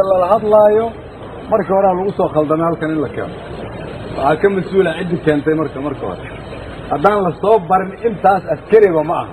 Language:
Somali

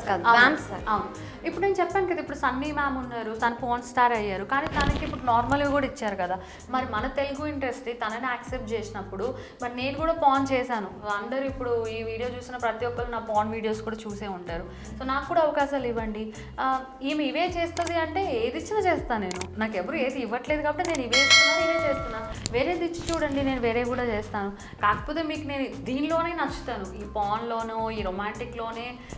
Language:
Telugu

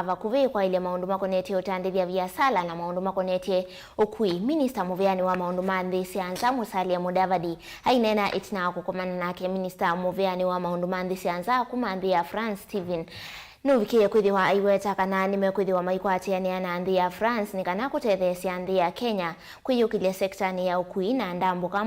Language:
Kamba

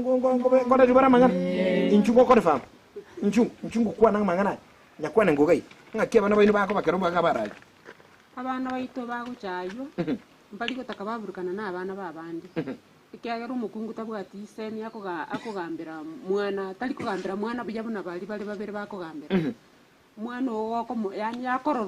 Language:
Gusii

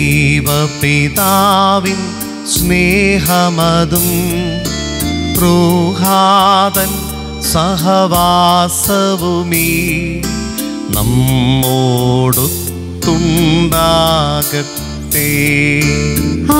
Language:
Malayalam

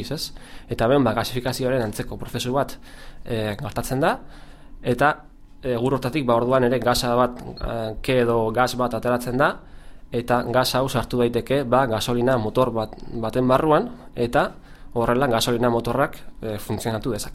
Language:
Basque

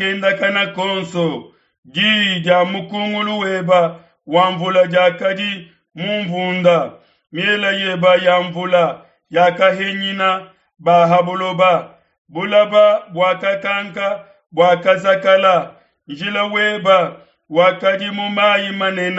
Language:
Luba-Lulua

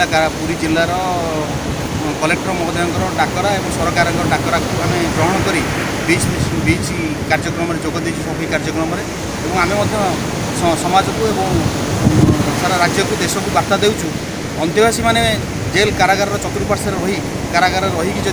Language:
Odia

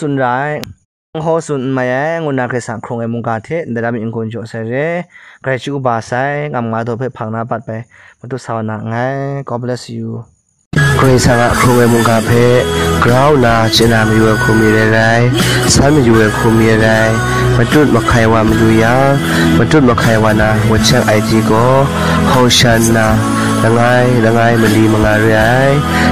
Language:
Kachin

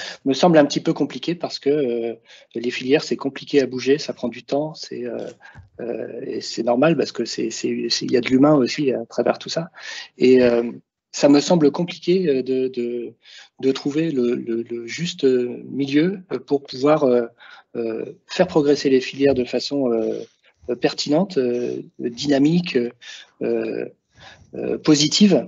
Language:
French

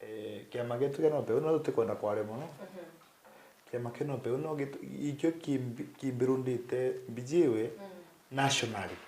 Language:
Meru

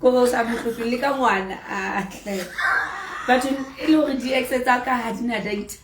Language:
Southern Sotho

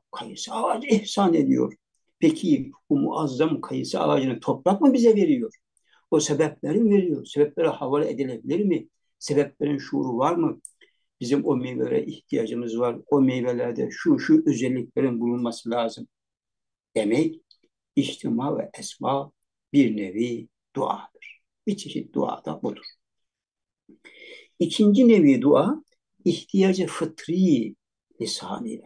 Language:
Turkish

